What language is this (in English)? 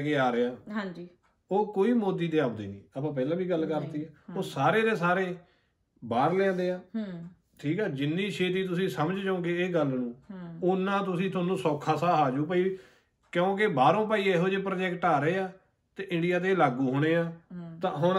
Punjabi